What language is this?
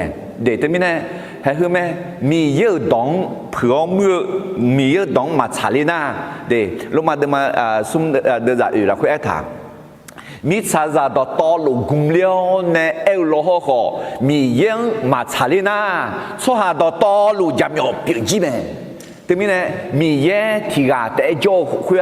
Akha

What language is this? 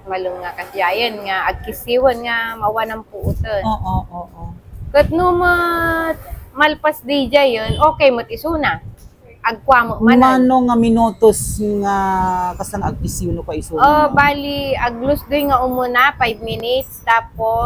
Iloko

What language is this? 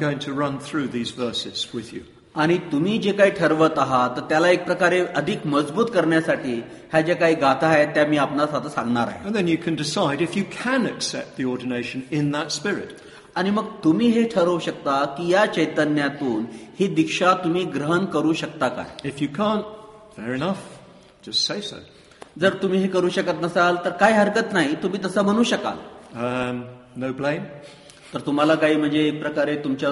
Marathi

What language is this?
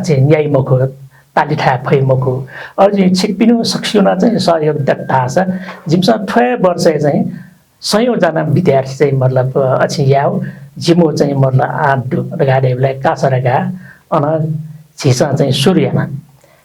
Newari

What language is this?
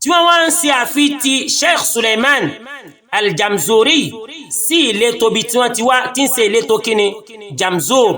Yoruba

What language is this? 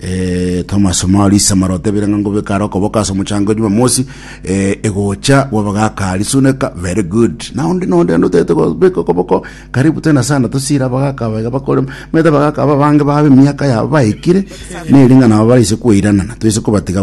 Gusii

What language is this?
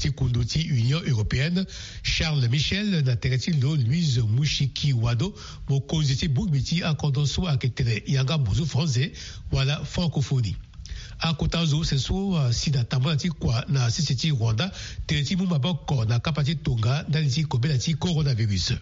Sango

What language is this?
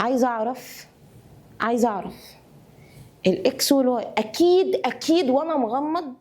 Egyptian Arabic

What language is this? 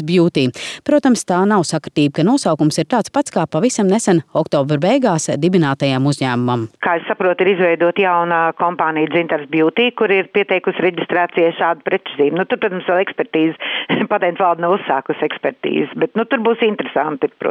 Latvian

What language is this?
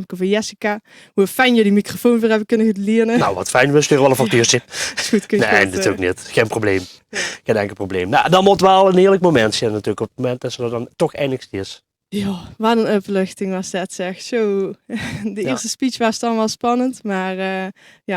Limburgish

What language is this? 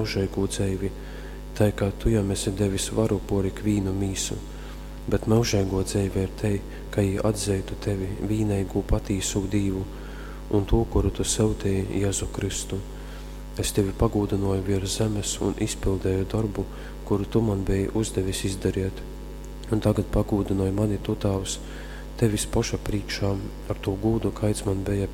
Latgalian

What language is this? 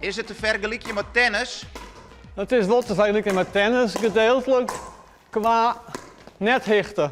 Western Frisian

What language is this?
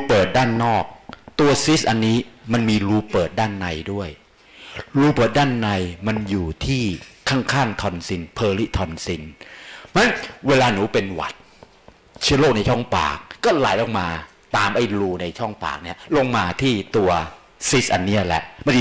Thai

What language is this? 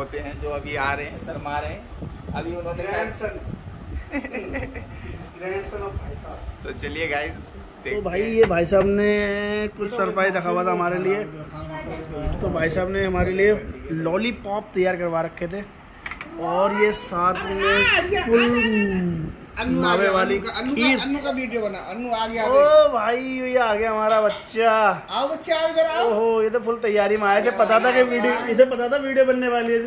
Hindi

